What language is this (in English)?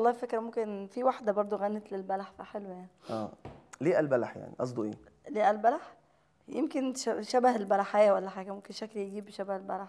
Egyptian Arabic